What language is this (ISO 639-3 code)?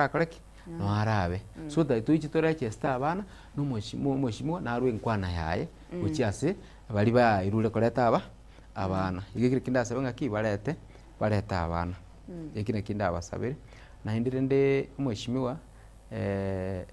guz